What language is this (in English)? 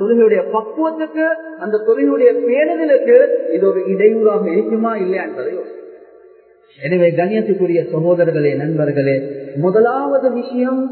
Tamil